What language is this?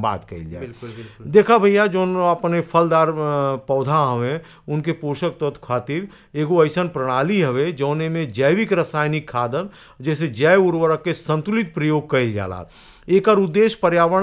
Bhojpuri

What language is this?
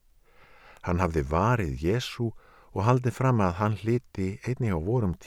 Icelandic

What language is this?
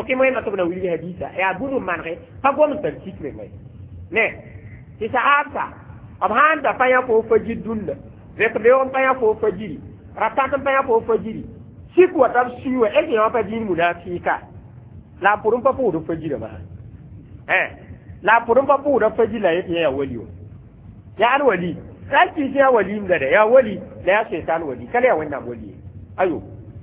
Mossi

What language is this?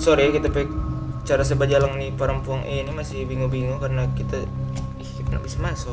Manado Malay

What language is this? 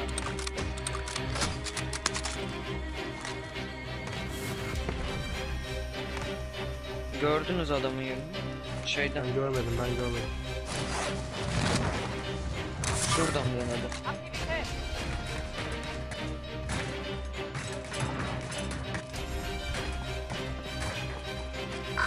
Turkish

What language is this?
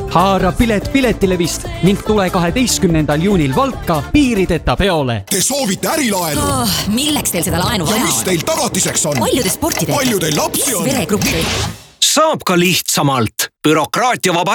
Estonian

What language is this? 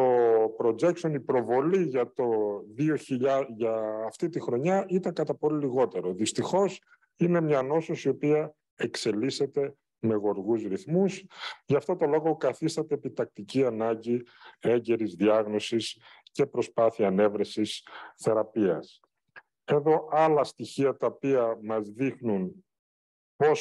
Greek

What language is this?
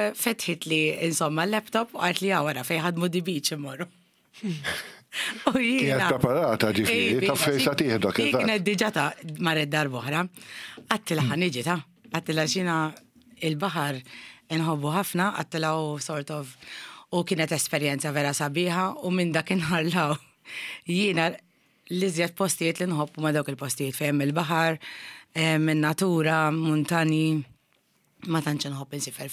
Maltese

